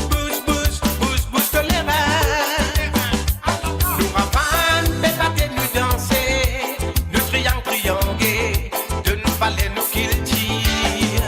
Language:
Morisyen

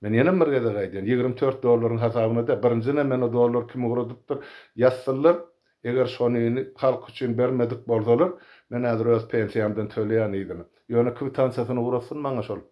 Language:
Turkmen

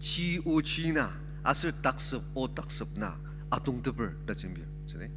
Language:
Ao Naga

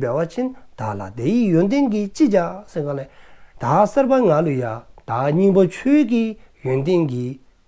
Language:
Dzongkha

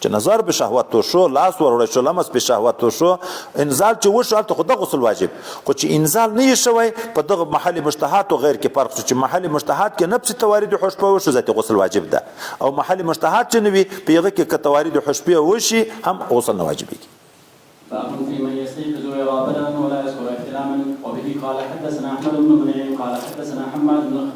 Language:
Pashto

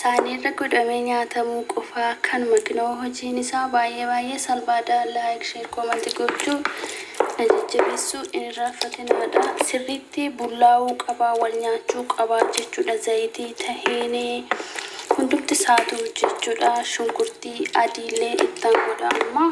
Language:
Oromo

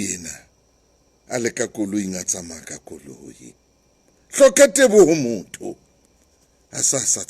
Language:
Southern Sotho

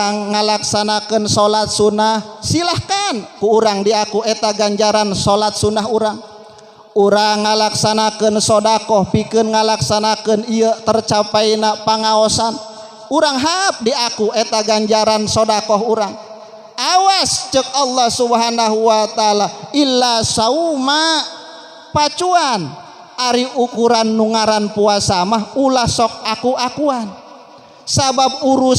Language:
Sundanese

